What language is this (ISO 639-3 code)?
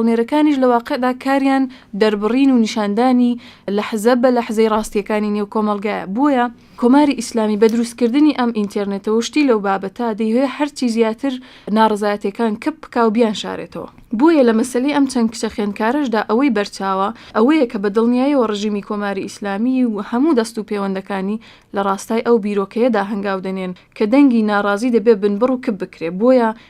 ckb